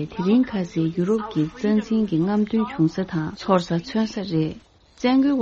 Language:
Tibetan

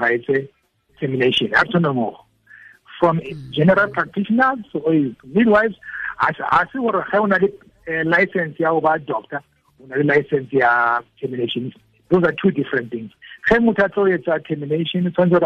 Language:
Tswana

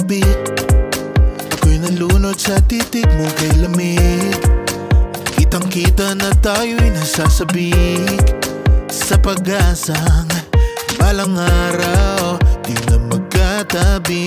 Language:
Filipino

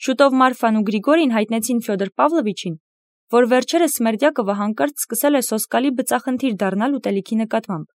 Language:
Armenian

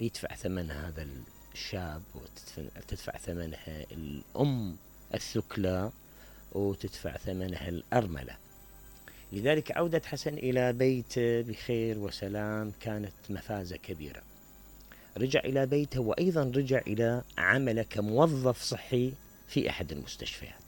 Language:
Mesopotamian Arabic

